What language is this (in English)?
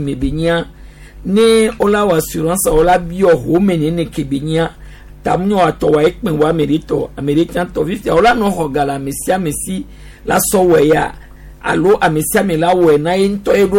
Gen